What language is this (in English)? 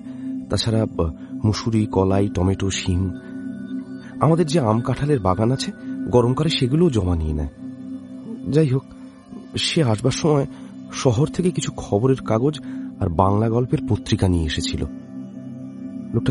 Bangla